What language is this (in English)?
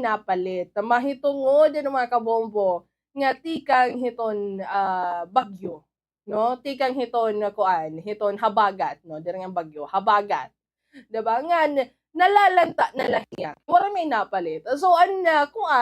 Waray